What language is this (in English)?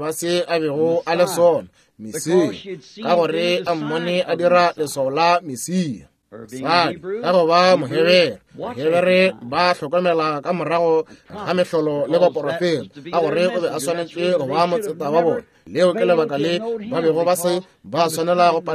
Northern Sotho